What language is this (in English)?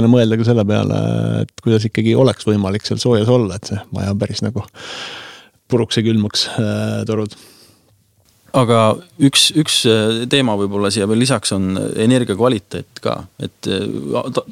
Estonian